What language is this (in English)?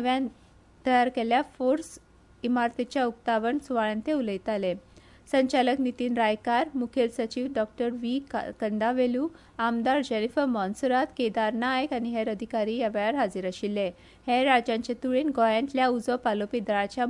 Konkani